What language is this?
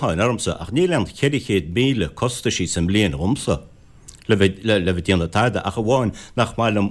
Irish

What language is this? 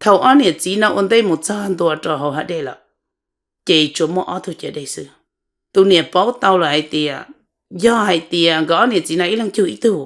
Hmong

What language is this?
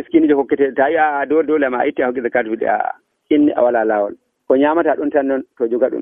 Nigerian Fulfulde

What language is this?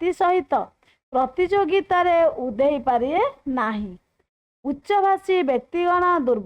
Odia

